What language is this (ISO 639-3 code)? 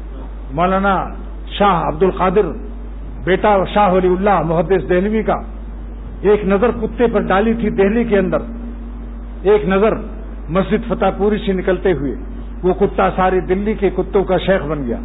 urd